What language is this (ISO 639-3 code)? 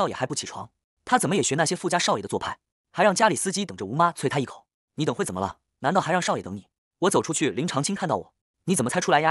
zho